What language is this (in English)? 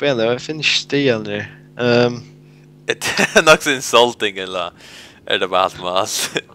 Faroese